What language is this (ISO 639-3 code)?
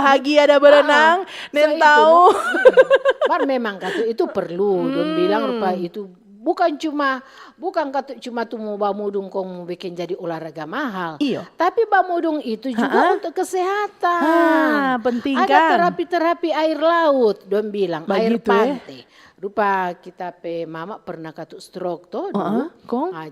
xmm